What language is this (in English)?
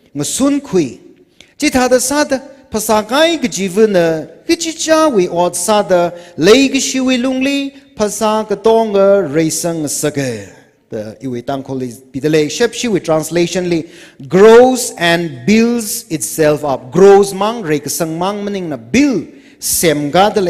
Tangkhul Naga (India)